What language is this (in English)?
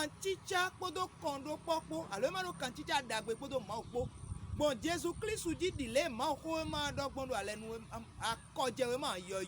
Fon